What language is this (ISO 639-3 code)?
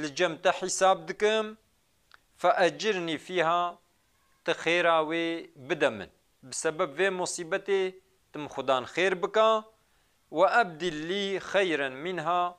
kur